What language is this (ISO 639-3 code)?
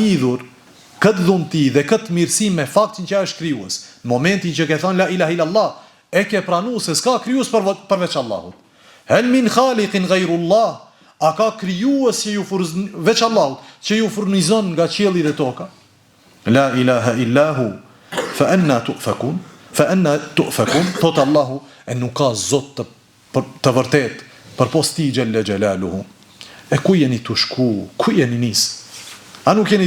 sqi